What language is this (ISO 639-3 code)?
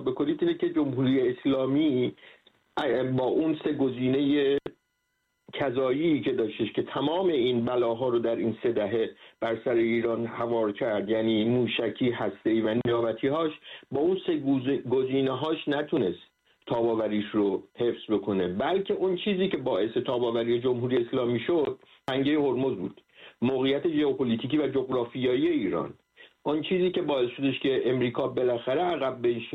fas